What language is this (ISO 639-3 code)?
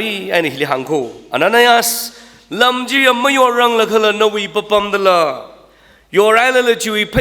nmf